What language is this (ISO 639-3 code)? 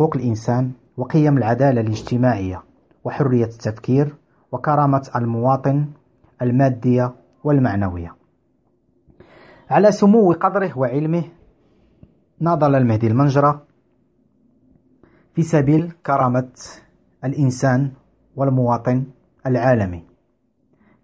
ara